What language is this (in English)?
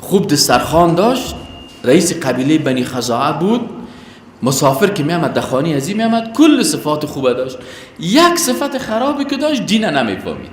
Persian